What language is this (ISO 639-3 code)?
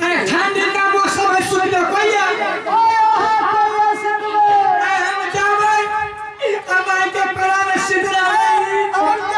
bho